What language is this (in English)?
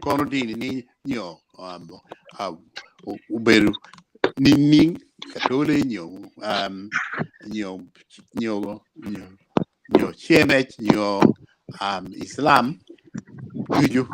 Acoli